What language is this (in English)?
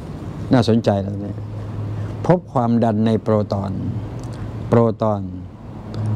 Thai